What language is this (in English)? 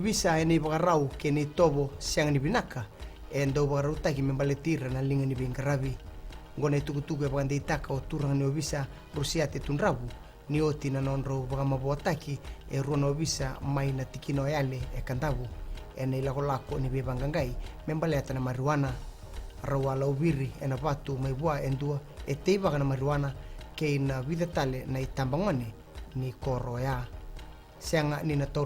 Fijian